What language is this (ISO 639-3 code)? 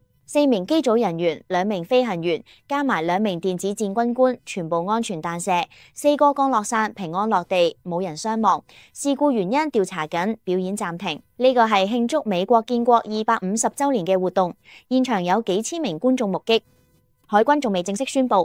yue